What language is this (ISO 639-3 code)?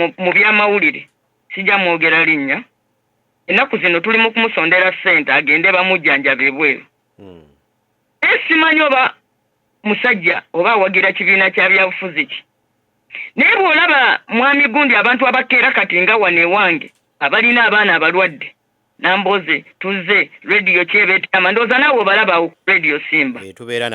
lug